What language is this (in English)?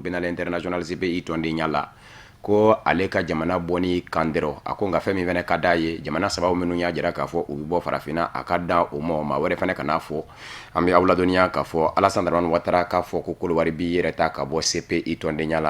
Bambara